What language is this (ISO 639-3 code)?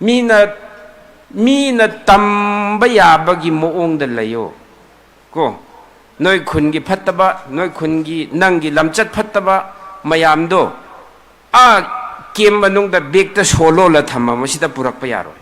mni